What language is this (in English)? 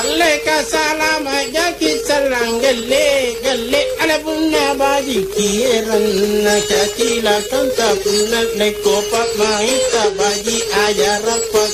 Makasar